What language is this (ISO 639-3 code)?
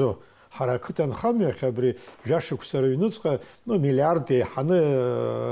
abk